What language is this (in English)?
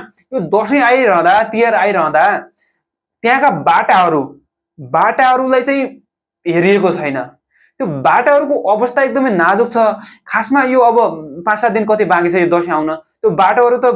Nepali